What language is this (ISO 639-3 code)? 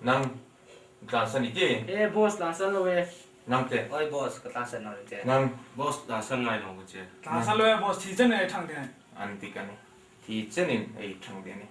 hmr